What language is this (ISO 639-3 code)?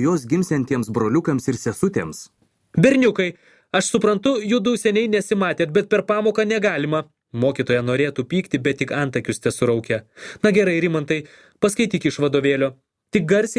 lit